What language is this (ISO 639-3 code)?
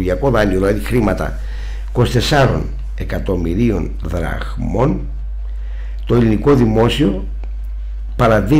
ell